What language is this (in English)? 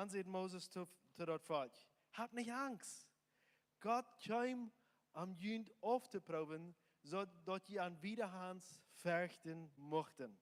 Plautdietsch